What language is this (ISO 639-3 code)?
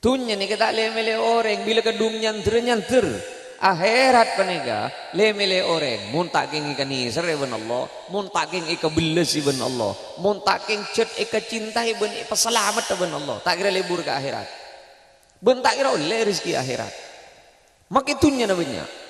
mad